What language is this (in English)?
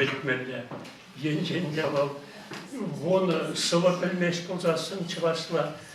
Chuvash